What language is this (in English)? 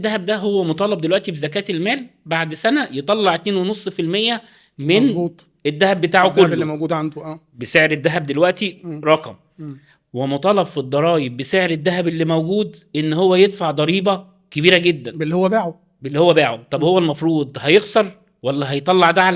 Egyptian Arabic